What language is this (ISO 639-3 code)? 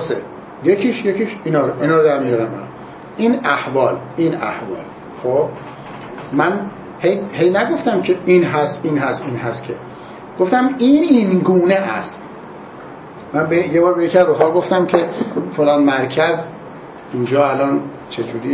fas